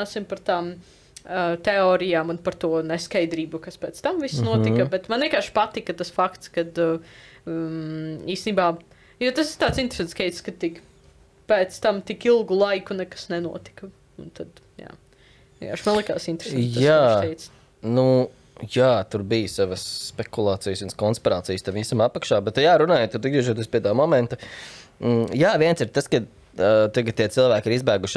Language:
Latvian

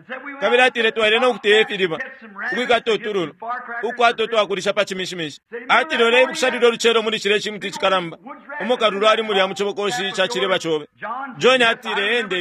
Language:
Bemba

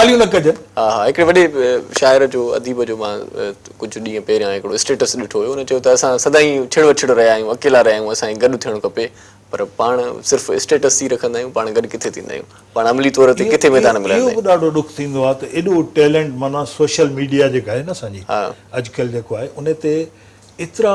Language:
Sindhi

